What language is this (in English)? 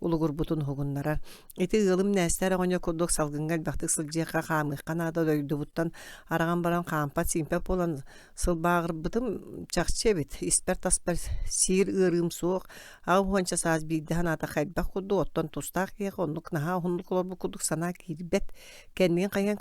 Yakut